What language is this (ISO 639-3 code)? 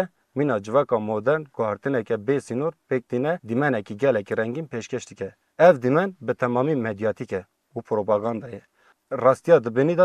kur